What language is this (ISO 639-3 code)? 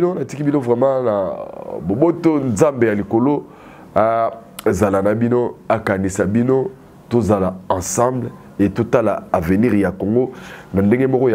lin